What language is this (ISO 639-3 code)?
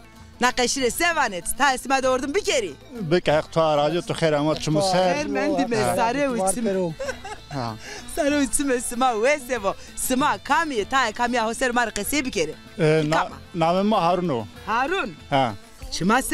zza